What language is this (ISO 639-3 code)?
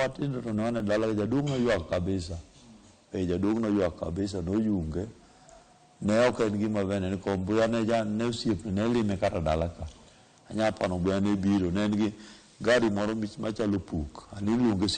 luo